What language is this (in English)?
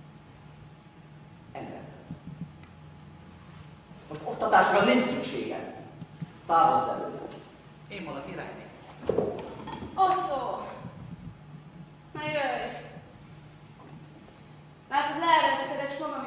Hungarian